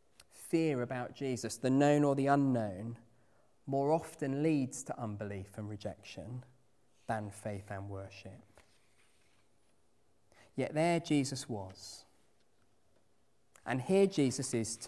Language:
English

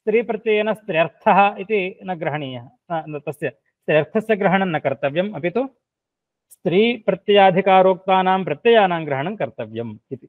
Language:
Sanskrit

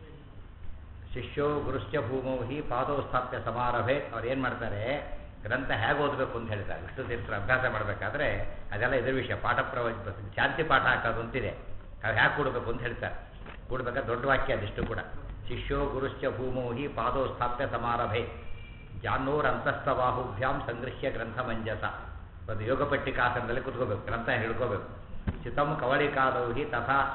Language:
Kannada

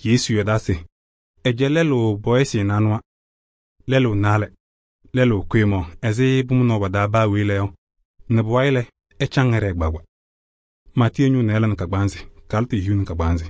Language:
Kabiyè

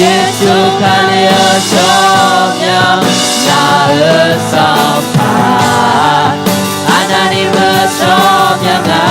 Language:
Akha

